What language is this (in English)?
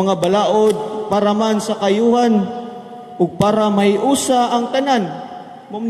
Cebuano